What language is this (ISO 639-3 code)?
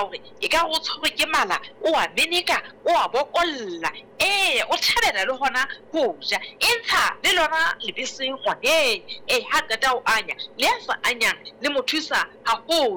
sot